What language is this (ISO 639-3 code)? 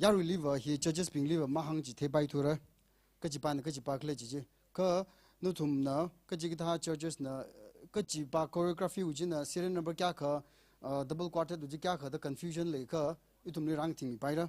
nmf